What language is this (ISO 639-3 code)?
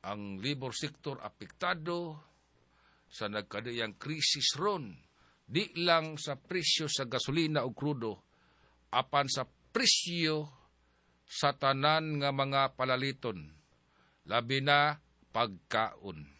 ceb